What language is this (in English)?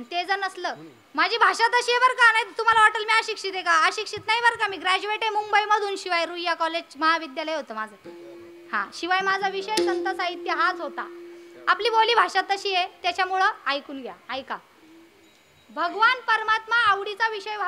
Marathi